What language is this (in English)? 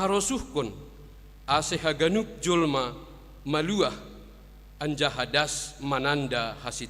Batak Simalungun